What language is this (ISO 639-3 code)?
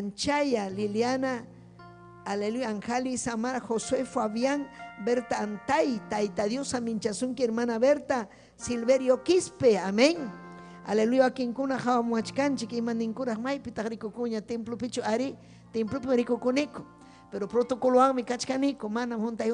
quy